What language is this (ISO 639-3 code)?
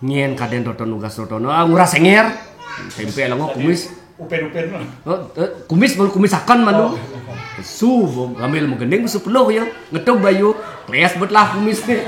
ban